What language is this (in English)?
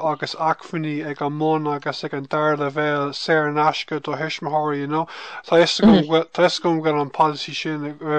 Irish